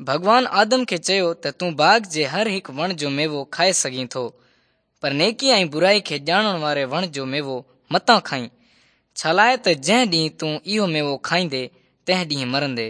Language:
Sindhi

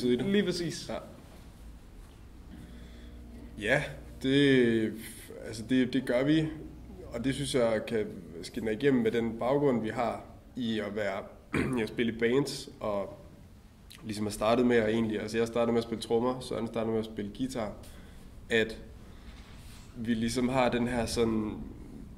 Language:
Danish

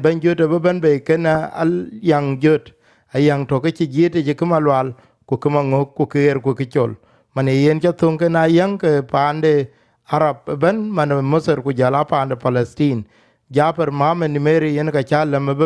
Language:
Dinka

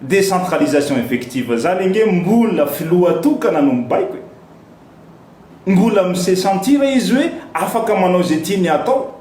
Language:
Malagasy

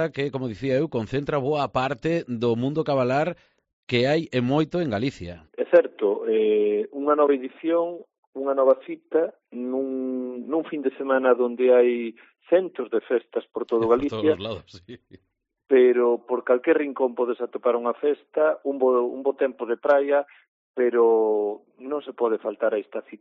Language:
Galician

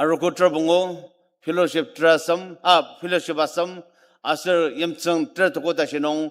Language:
Ao Naga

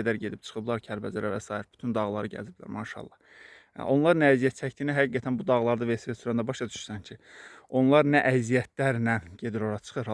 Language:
Azerbaijani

